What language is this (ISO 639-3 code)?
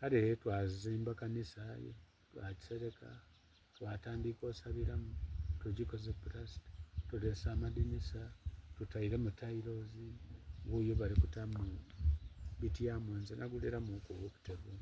xog